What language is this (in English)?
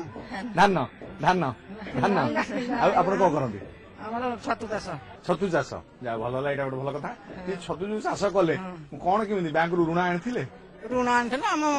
Odia